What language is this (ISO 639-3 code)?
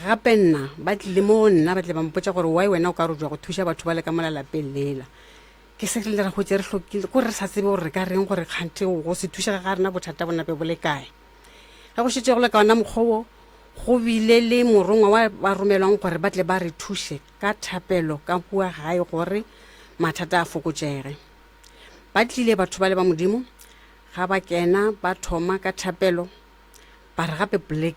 nso